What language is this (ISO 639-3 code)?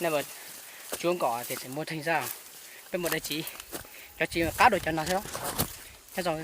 hmn